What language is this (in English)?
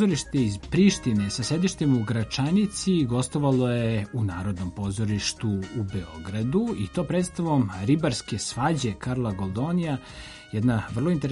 Serbian